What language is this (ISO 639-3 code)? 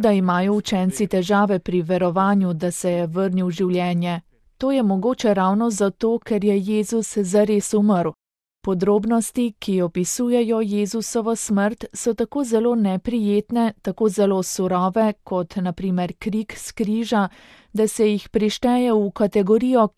slv